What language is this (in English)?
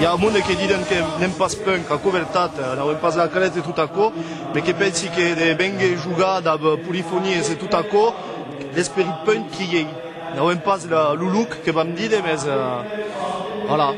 Occitan